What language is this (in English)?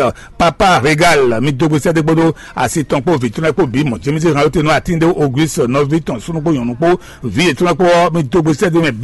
Fon